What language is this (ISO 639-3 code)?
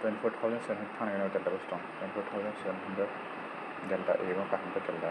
trp